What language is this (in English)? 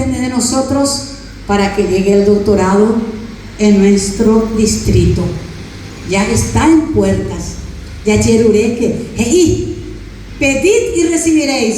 Guarani